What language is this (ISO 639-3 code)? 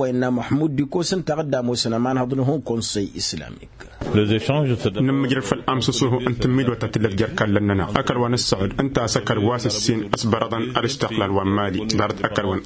taq